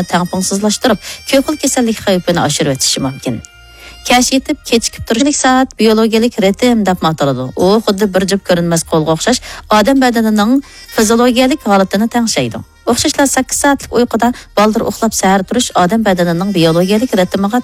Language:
Uyghur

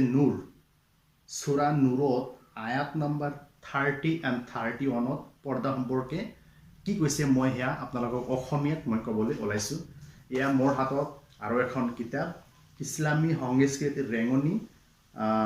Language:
Assamese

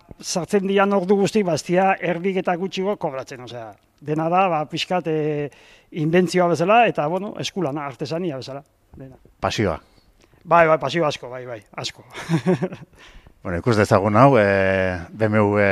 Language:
Basque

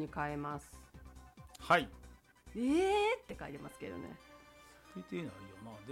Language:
Japanese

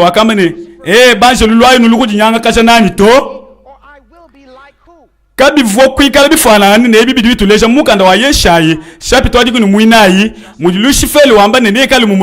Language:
Luba-Lulua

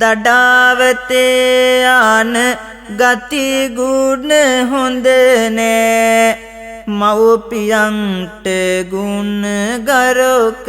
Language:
Sinhala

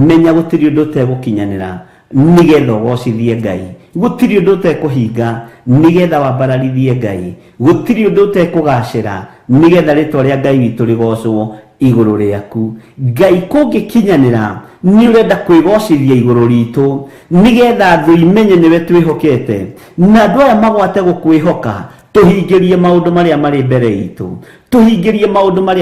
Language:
Kikuyu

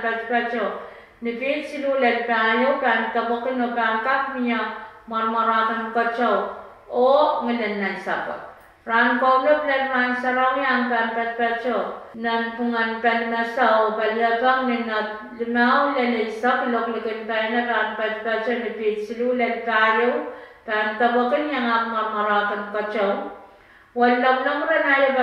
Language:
Pohnpeian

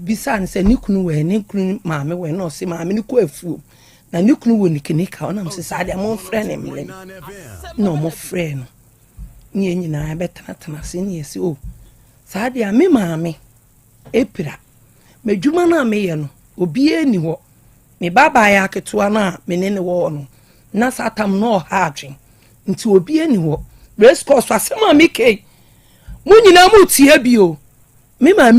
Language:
Akan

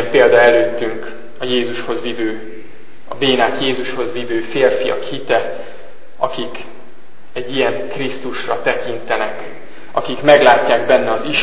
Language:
Hungarian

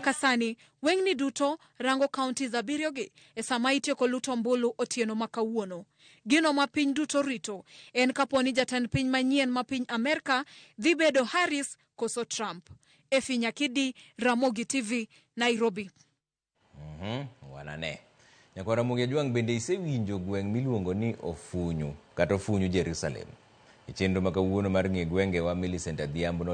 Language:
Luo (Kenya and Tanzania)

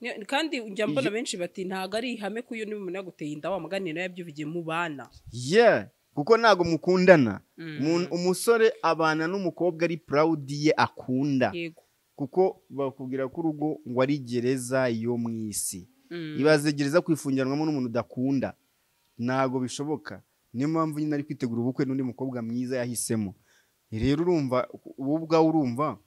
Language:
Kinyarwanda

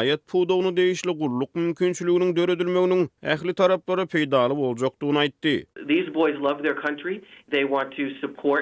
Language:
Turkmen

